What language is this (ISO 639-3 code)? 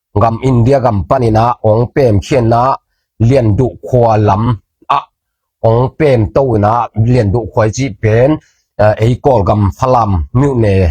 ctd